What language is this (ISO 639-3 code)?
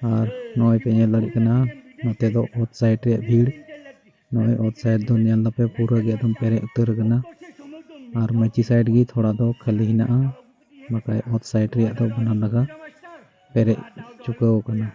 sat